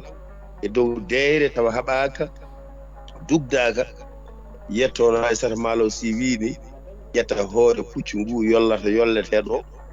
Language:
Fula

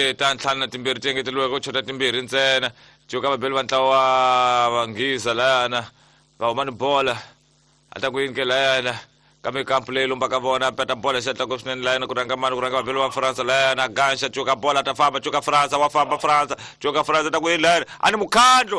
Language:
Tsonga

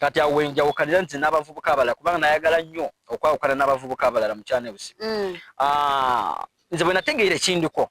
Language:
Ganda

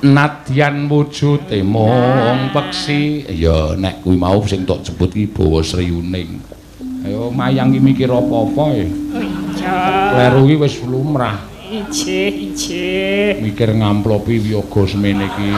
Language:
Javanese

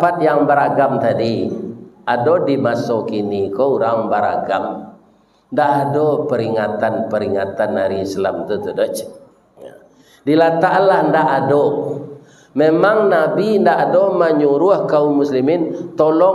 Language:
Minangkabau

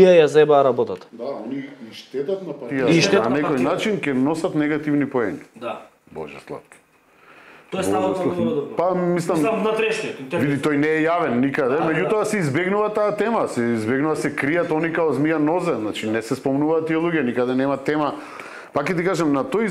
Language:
Macedonian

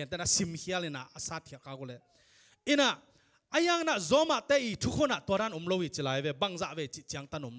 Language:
Tedim Chin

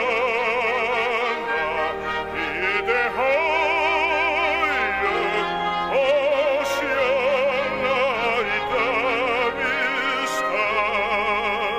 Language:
Danish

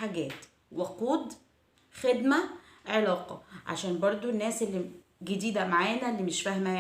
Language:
Egyptian Arabic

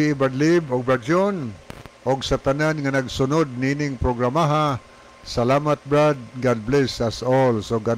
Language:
Cebuano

